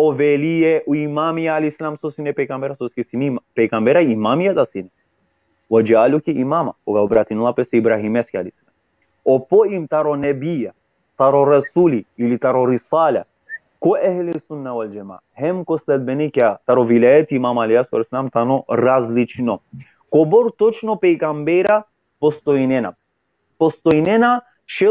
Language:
Balkan Romani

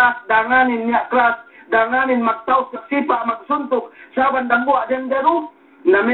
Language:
Yakan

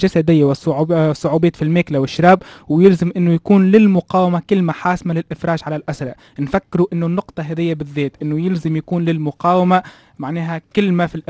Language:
Tunisian Arabic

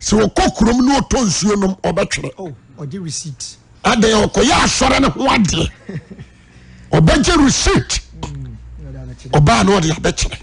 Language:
Akan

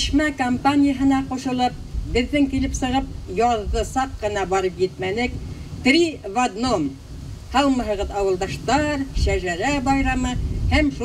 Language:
Bashkir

